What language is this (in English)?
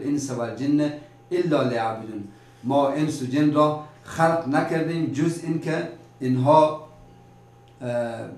Persian